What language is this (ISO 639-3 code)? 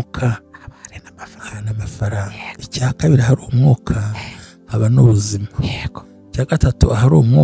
kin